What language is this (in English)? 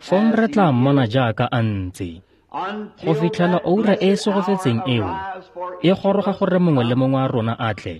Tswana